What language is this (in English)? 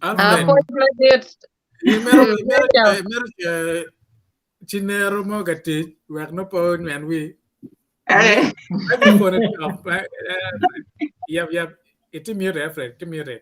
Acoli